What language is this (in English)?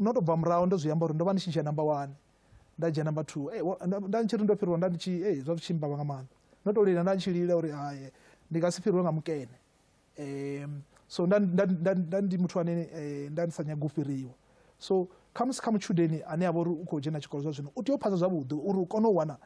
Venda